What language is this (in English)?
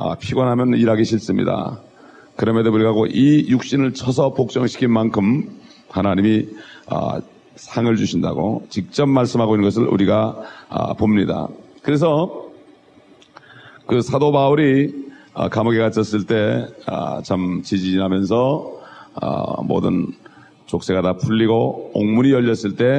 Korean